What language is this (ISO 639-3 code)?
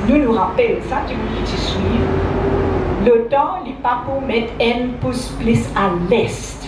mfe